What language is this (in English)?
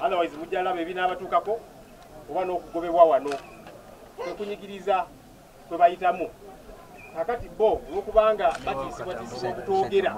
Ganda